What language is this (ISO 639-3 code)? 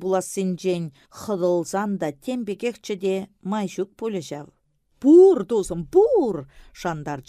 chv